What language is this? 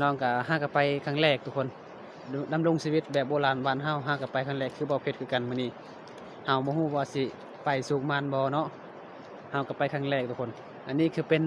Lao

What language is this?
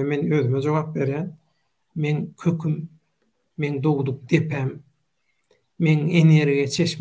Turkmen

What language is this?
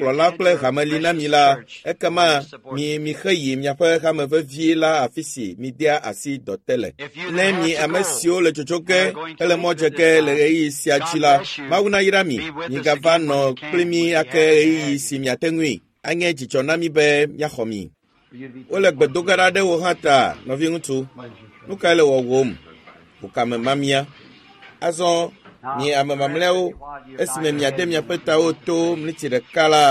Ewe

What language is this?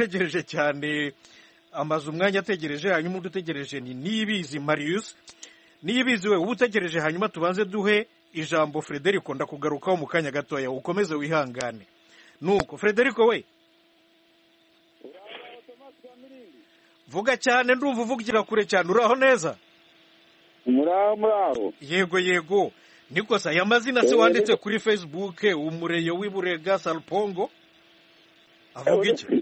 Kinyarwanda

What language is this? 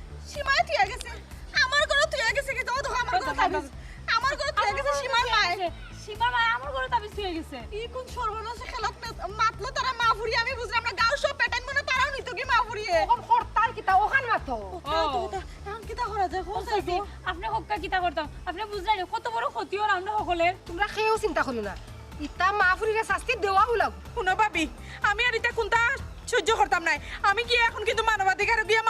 Sylheti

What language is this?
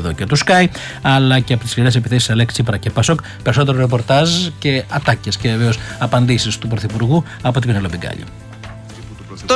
Greek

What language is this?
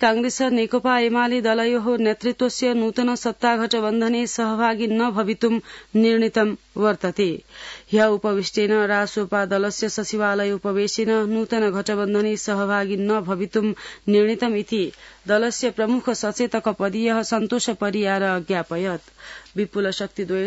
Sanskrit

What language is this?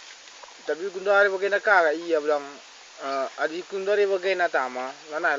Batak Karo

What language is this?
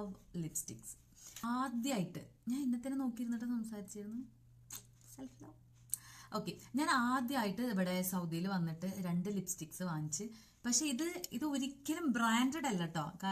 Malayalam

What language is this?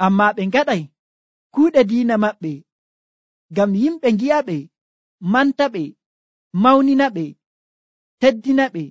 Nigerian Fulfulde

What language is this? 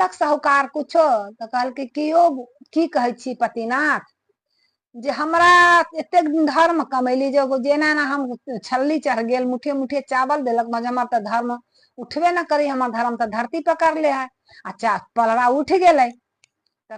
Maithili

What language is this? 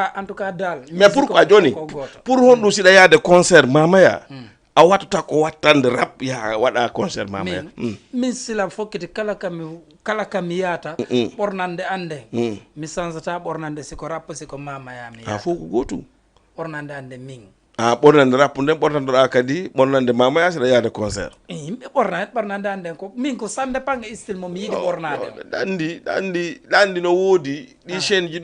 Fula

